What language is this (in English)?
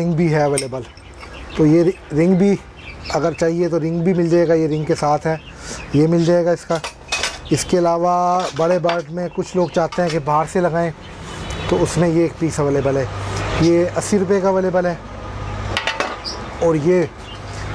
Hindi